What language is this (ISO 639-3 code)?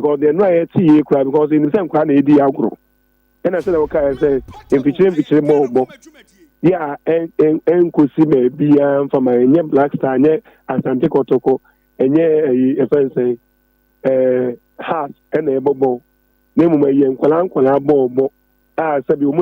aka